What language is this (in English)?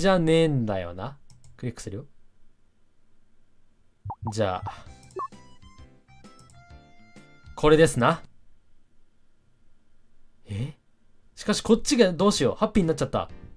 Japanese